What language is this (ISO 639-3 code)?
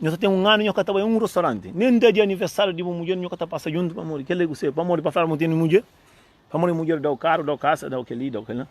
kea